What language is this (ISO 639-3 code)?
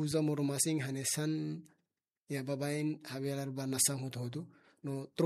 tet